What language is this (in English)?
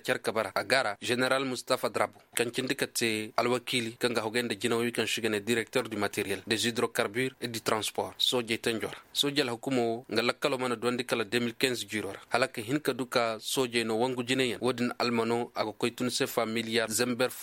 Koyraboro Senni